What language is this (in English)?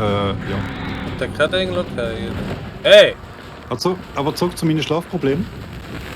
Swiss German